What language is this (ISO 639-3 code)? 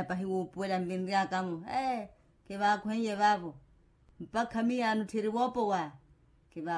vmw